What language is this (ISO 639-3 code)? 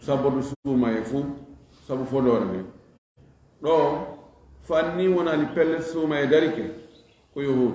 ful